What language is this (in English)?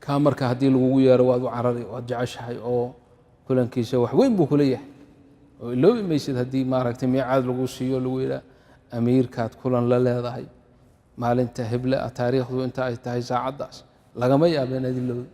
Somali